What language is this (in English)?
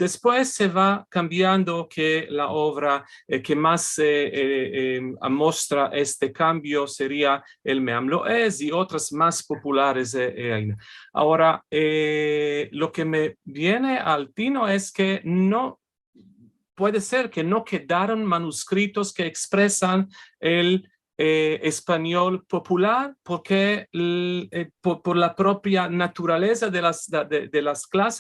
Ladino